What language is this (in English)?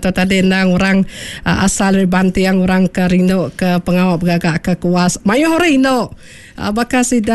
Iban